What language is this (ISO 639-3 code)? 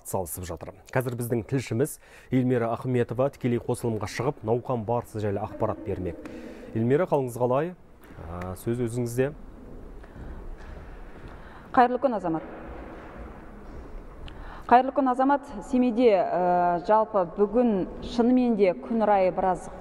kaz